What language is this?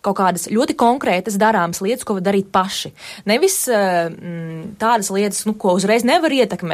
Latvian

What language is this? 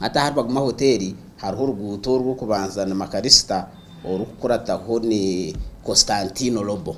Nyankole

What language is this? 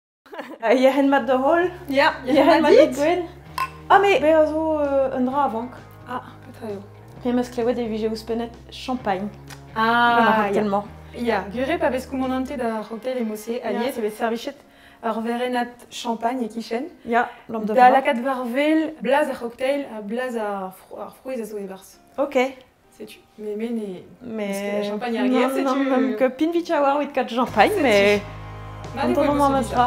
Breton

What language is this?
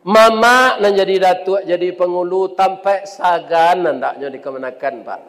Minangkabau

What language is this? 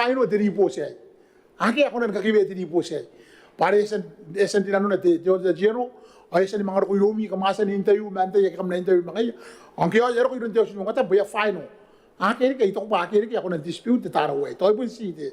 Gilbertese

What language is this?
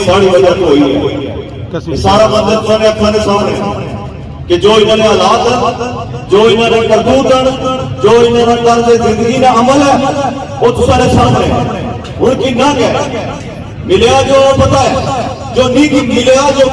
Pahari-Potwari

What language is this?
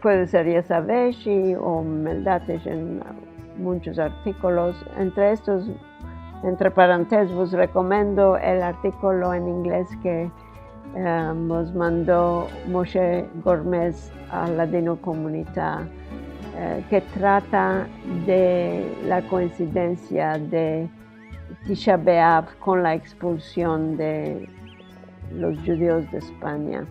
Ladino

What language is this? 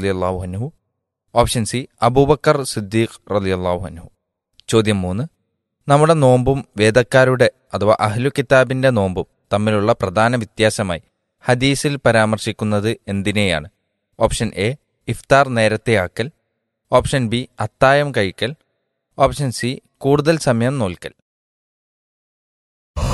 Malayalam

